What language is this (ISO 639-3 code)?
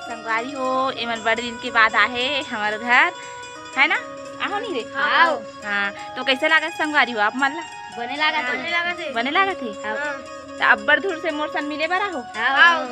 hne